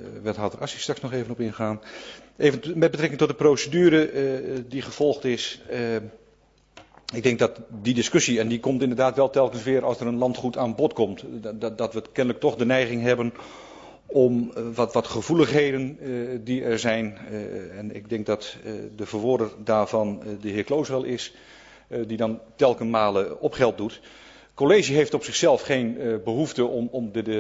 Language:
Dutch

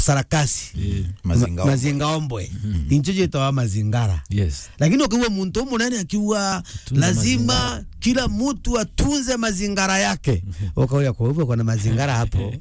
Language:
Meru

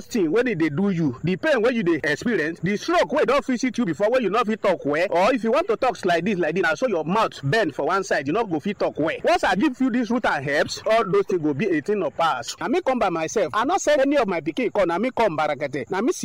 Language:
Nigerian Pidgin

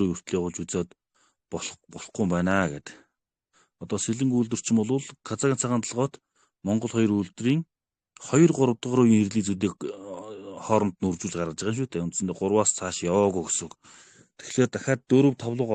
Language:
Mongolian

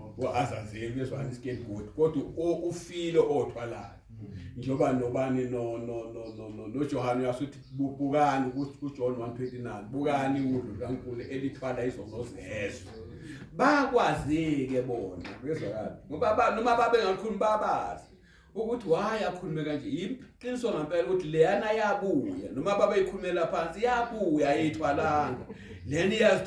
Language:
Zulu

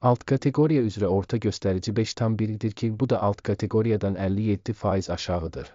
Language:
Azerbaijani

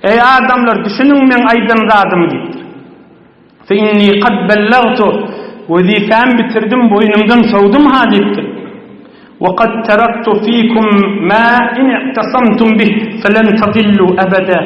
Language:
Turkmen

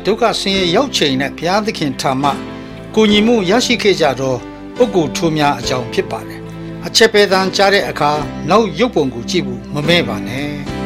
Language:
Burmese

